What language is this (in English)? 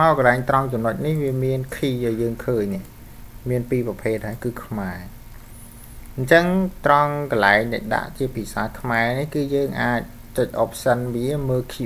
Khmer